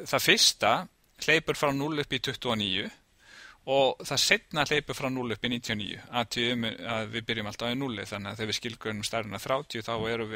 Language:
Icelandic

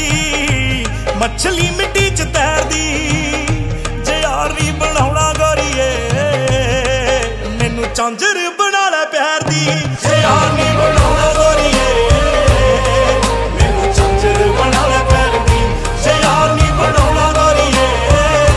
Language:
Punjabi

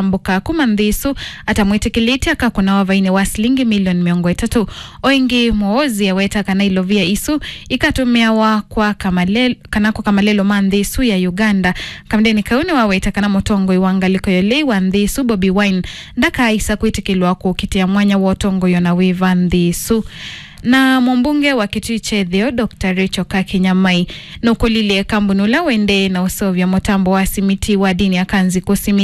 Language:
Kamba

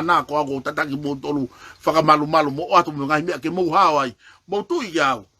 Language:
Tongan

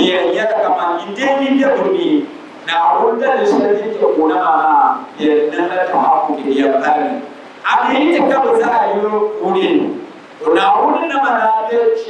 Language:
Dagbani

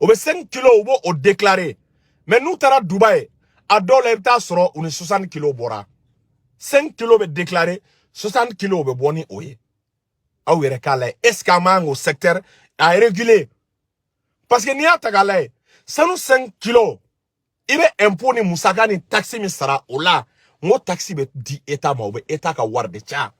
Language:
Bambara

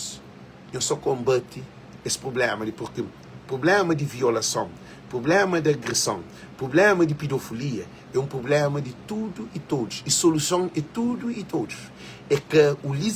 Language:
Kabuverdianu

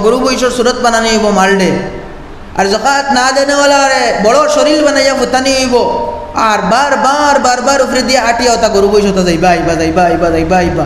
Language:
Sylheti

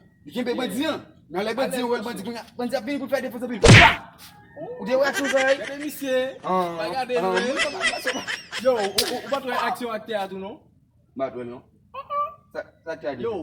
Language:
Haitian Creole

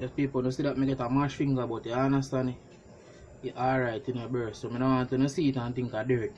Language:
Jamaican Creole English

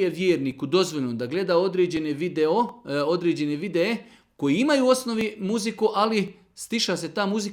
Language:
Serbian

